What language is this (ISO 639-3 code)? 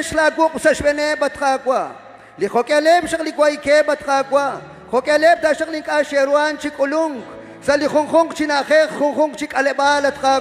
kek